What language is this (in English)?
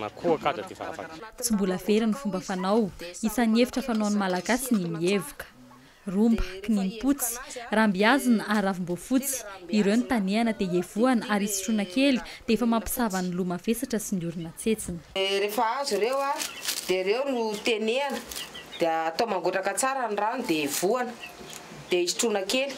Malagasy